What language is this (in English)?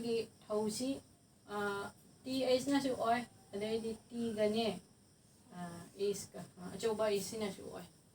Manipuri